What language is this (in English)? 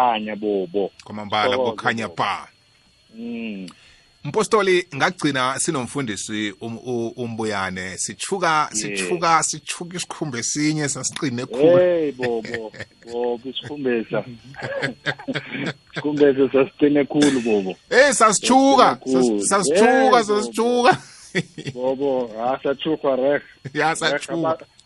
South Ndebele